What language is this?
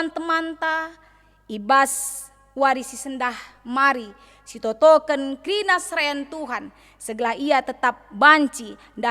Batak Karo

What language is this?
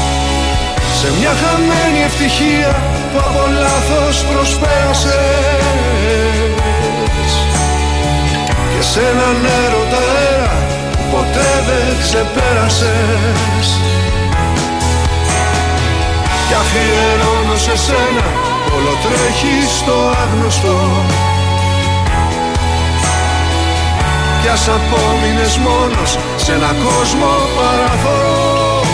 Greek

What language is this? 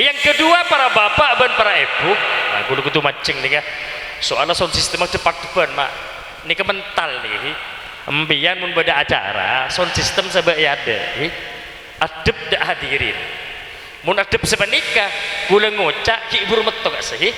Madurese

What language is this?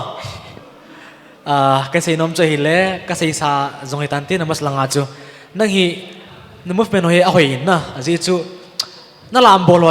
Paite Chin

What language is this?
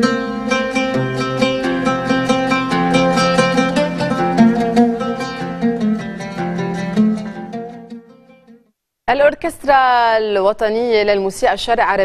Arabic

